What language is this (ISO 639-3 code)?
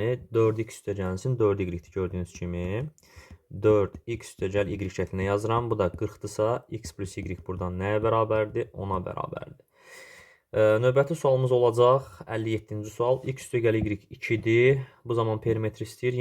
aze